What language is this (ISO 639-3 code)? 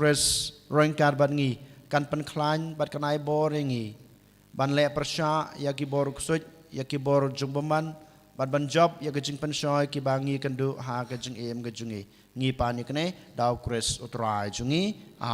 kha